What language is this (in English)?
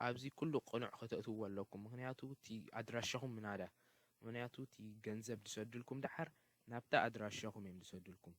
Tigrinya